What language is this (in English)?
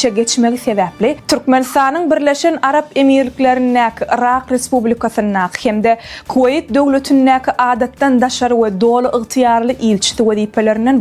Turkmen